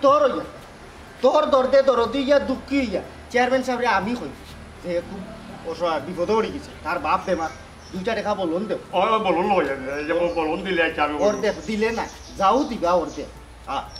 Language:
Sylheti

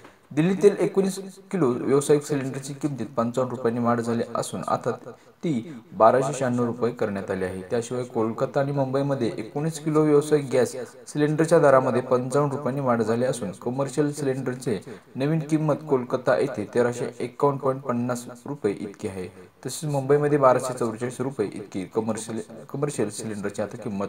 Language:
Marathi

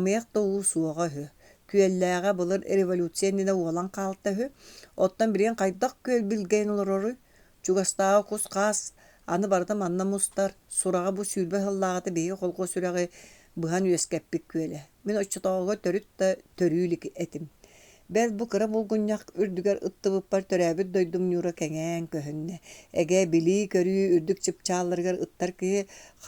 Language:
Yakut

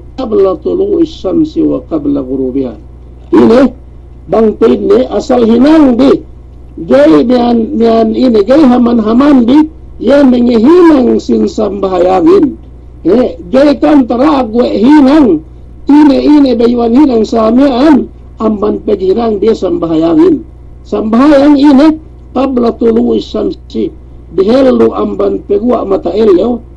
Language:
Yakan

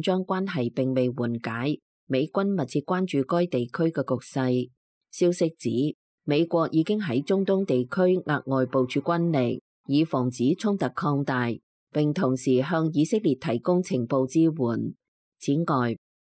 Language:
Cantonese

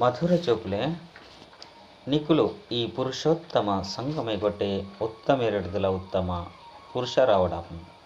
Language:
Tulu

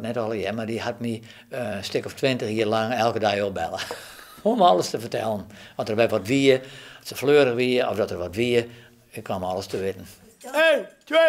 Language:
Western Frisian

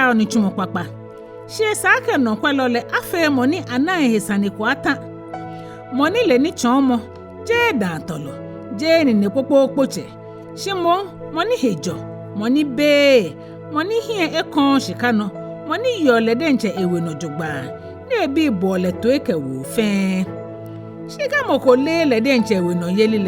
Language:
Ga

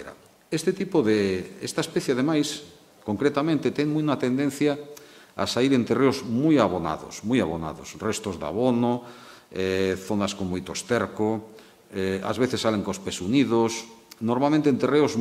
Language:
Galician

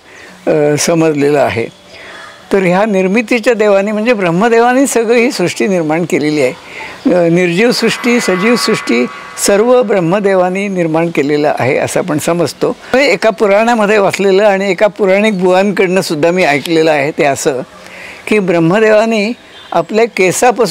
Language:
Marathi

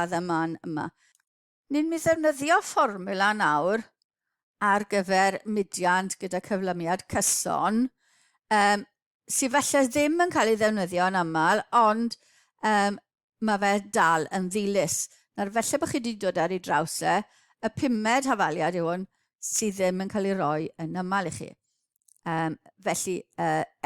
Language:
Welsh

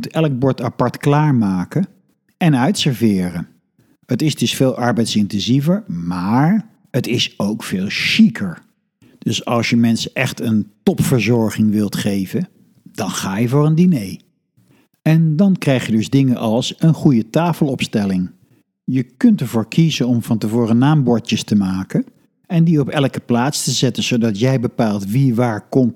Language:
Dutch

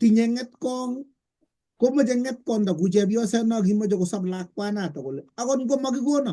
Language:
Kalenjin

